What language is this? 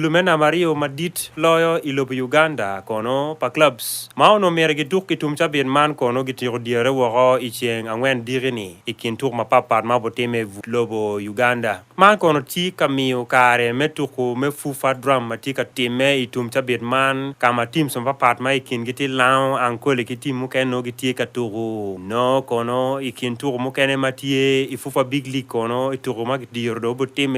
Acoli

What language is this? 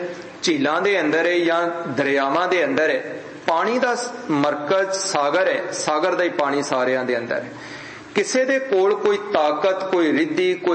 Punjabi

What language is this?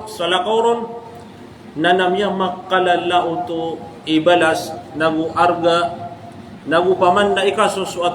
Maranao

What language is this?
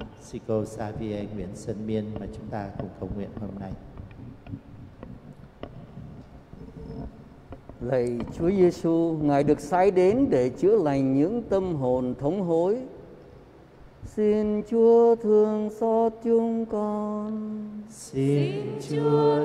Vietnamese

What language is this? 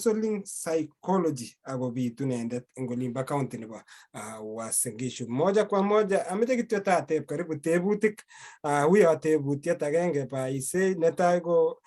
Kalenjin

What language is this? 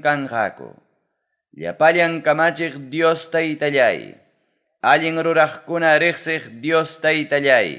Ayacucho Quechua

